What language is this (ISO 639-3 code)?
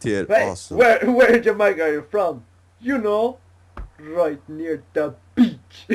fao